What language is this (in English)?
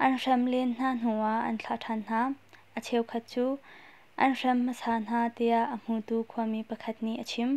Hakha Chin